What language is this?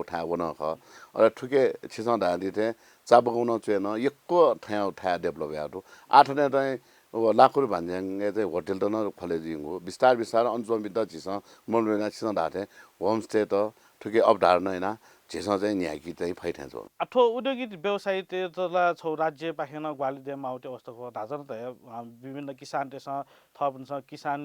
Newari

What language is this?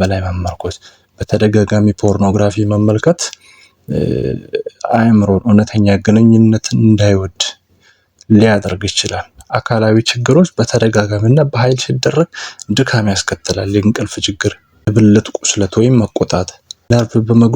Amharic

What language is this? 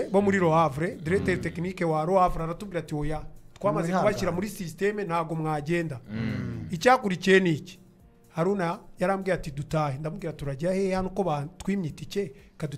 Kinyarwanda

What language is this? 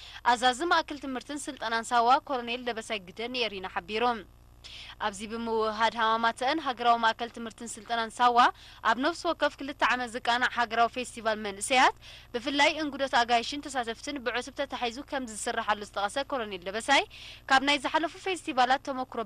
Tigrinya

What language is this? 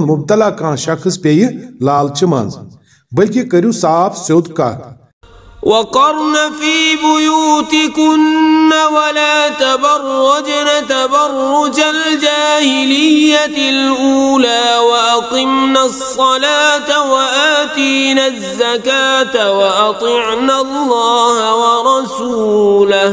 Kashmiri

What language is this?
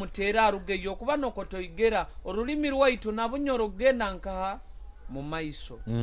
Nyoro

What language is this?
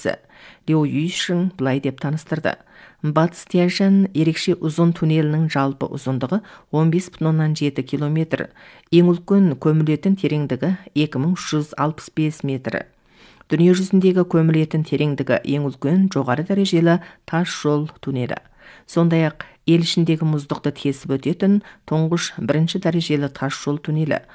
Kazakh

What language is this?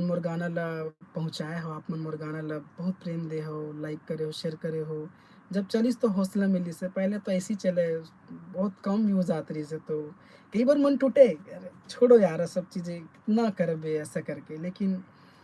Chhattisgarhi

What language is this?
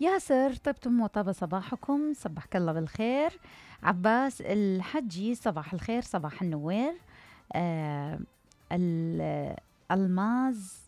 Mesopotamian Arabic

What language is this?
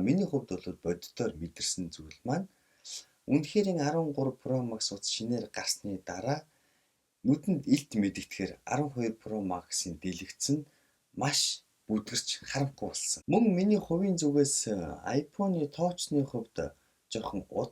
Mongolian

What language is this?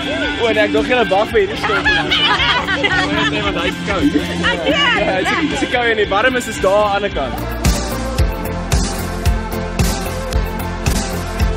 Afrikaans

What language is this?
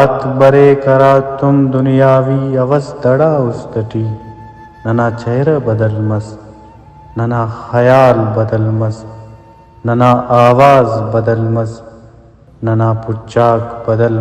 Brahui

